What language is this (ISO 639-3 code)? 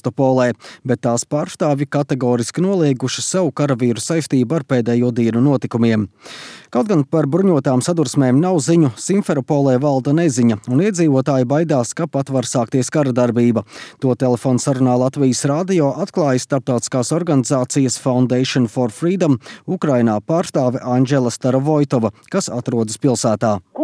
lav